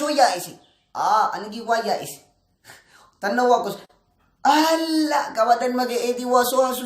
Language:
Somali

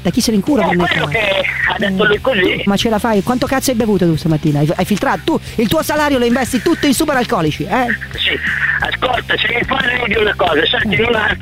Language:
Italian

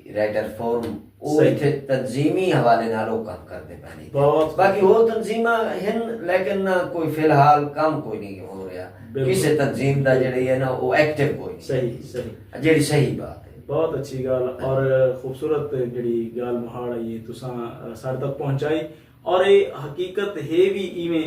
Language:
Saraiki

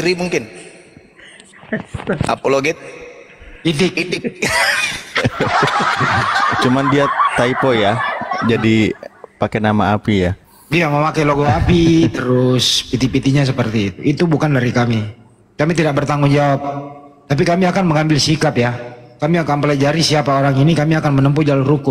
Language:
Indonesian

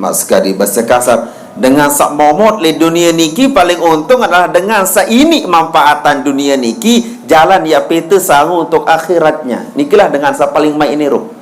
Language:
Sasak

